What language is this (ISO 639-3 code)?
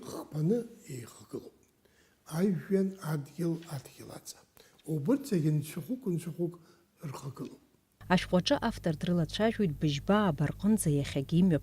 abk